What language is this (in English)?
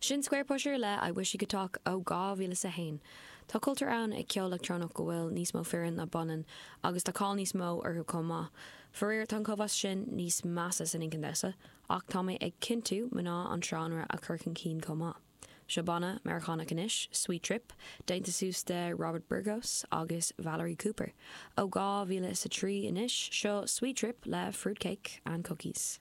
Irish